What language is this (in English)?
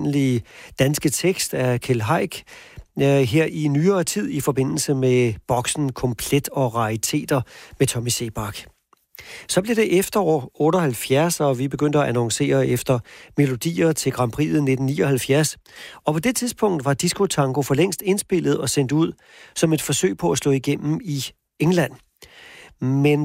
Danish